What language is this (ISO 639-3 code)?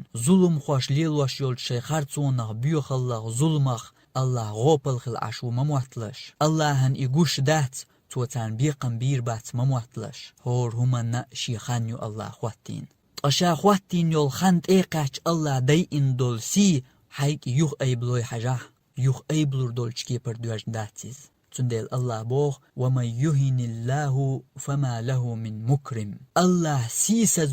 che